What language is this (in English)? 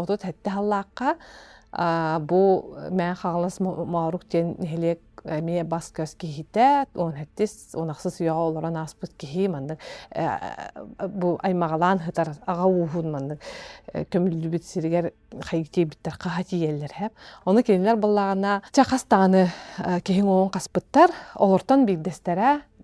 Yakut